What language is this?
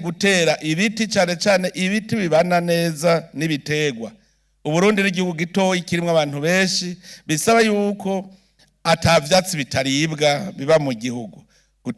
Rundi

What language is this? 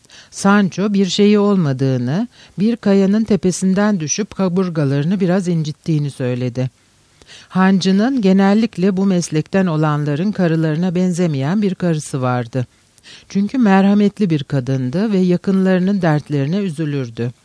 Turkish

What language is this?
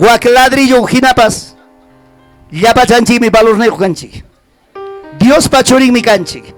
Ayacucho Quechua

